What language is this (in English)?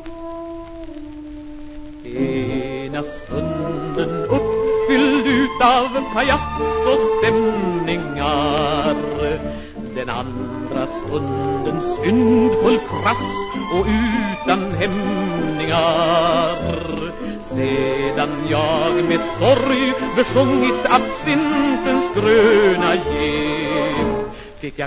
Swedish